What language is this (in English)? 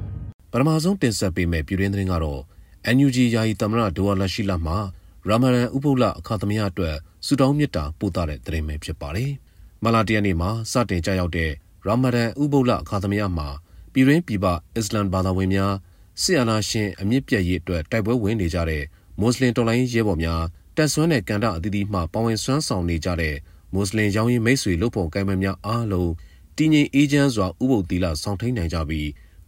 Burmese